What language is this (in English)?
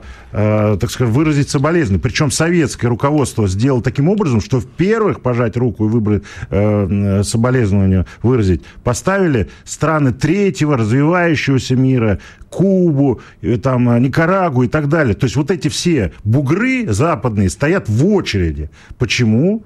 Russian